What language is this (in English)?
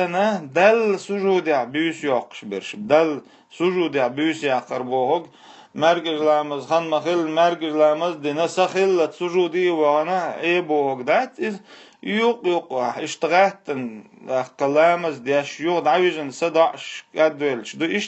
Chechen